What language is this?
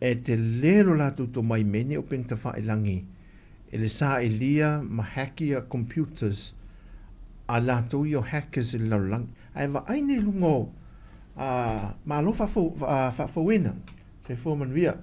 Samoan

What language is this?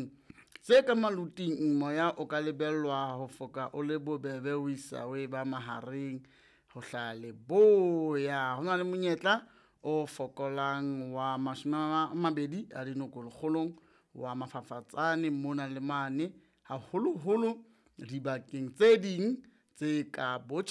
Southern Sotho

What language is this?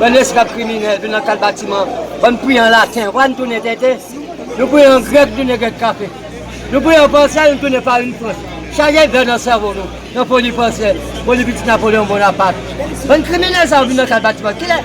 Haitian Creole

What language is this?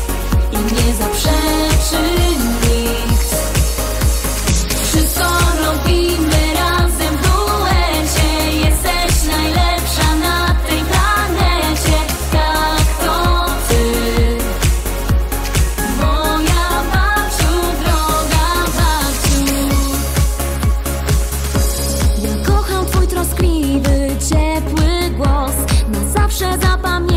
Polish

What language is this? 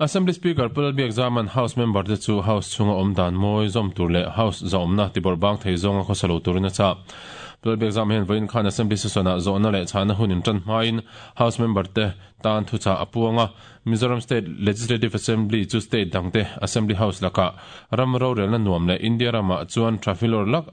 Mizo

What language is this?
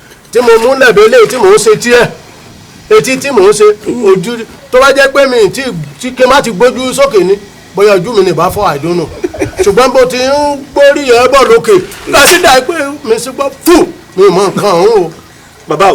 Yoruba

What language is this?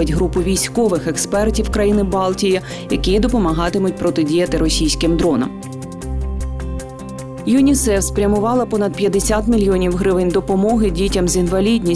Ukrainian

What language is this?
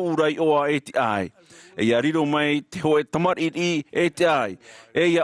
Tahitian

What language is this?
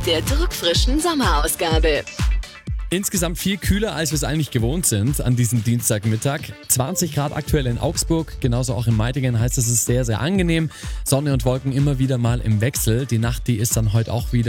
German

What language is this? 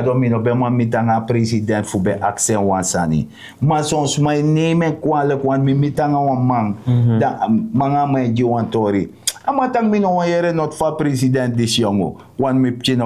Sranan Tongo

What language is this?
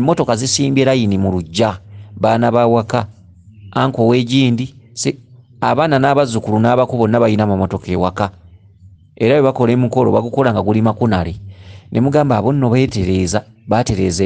Ganda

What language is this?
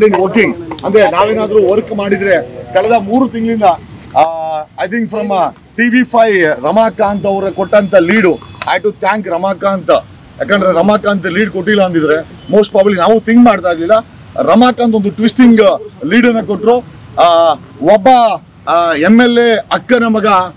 Kannada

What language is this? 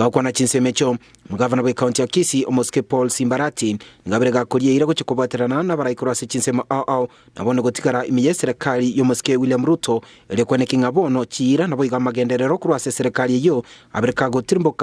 Gusii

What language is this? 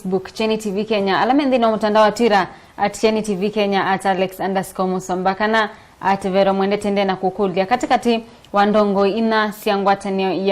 Kamba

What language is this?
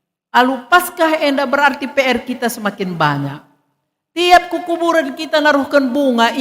Batak Karo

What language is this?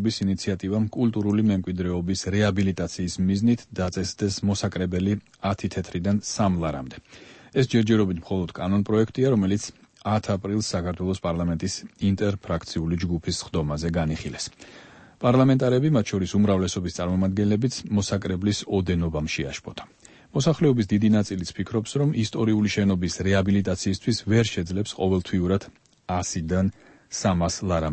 Georgian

